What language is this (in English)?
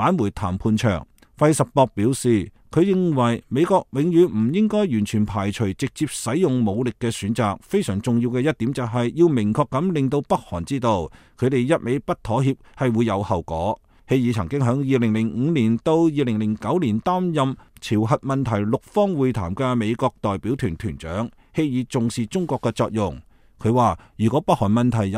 Cantonese